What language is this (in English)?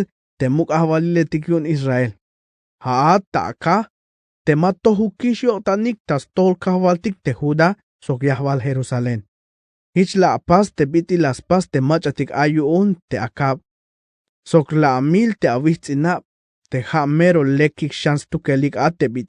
Tzeltal